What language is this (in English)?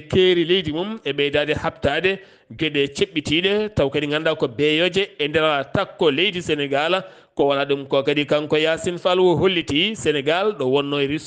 Fula